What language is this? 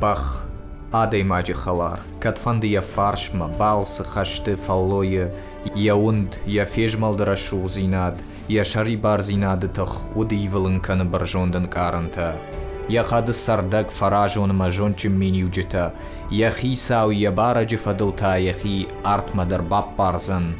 Ossetic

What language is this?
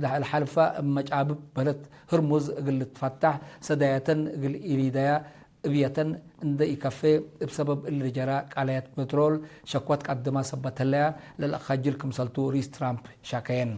Tigre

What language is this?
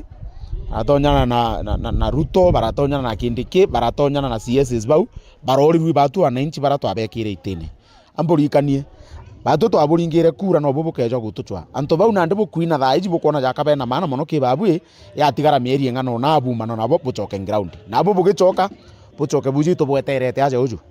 Meru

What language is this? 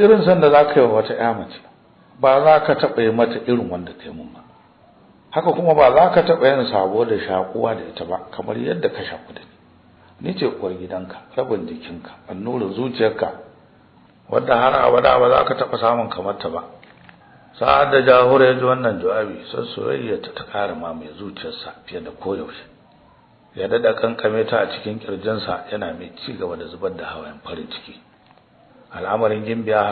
Hausa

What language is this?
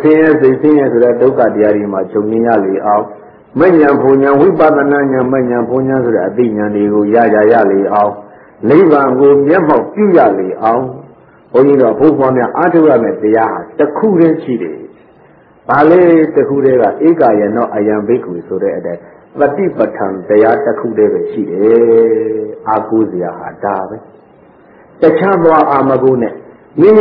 Burmese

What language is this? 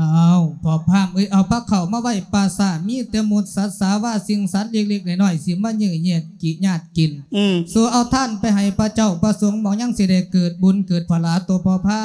Lao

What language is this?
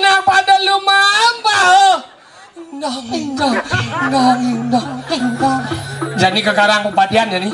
Balinese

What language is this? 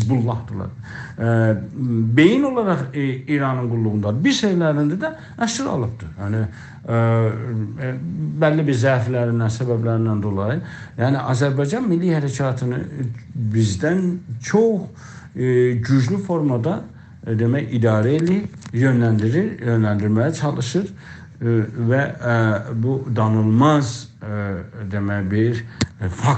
South Azerbaijani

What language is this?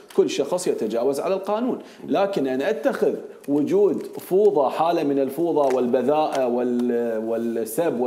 Mesopotamian Arabic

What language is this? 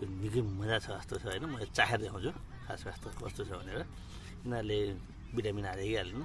Nepali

